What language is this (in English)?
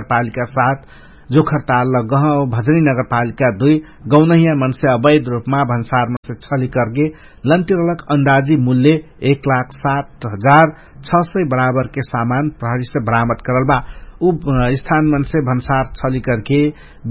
Dangaura Tharu